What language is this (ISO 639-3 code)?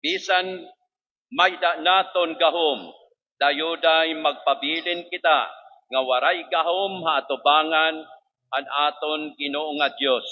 war